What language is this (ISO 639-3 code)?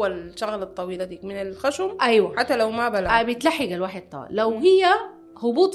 apd